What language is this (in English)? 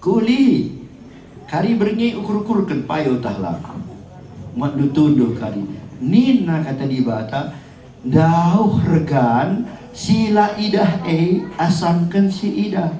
Batak Karo